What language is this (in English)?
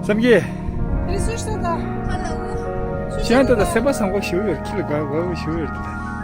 Tibetan